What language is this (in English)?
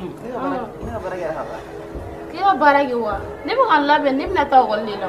Bambara